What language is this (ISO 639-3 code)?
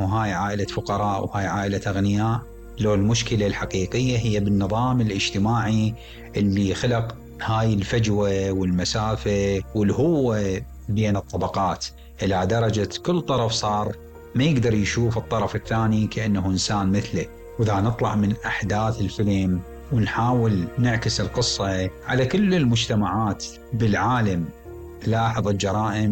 acm